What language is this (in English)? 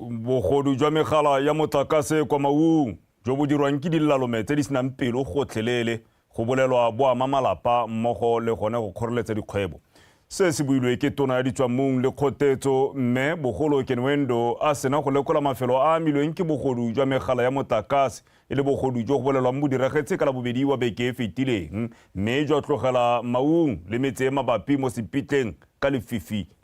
Tswana